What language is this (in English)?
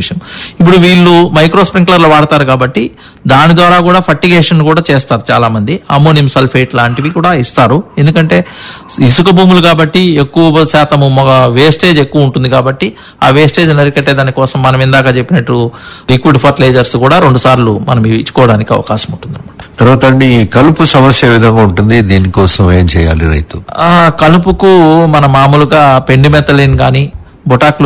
Telugu